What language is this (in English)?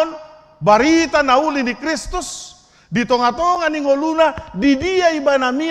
Batak Toba